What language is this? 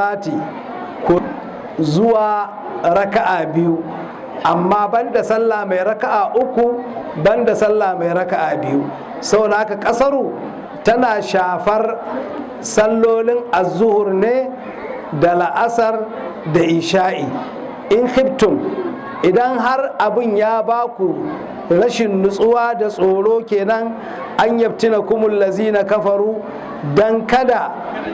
Hausa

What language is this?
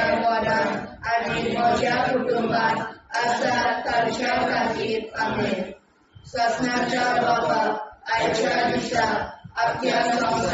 Konkani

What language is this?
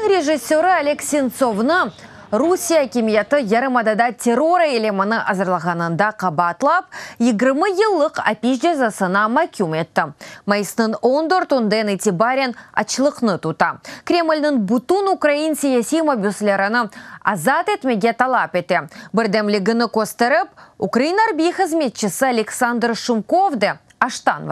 Crimean Tatar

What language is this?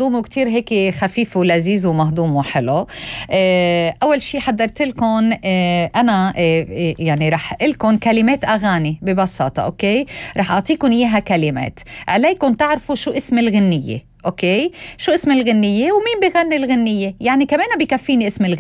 North Levantine Arabic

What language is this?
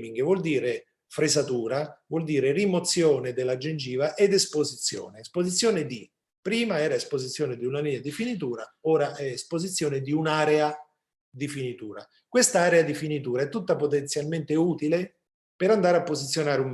Italian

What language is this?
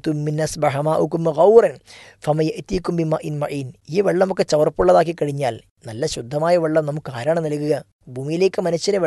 Malayalam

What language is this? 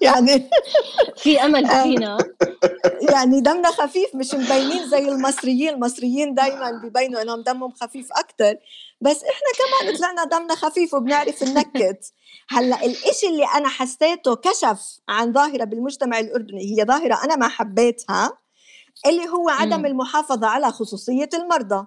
North Levantine Arabic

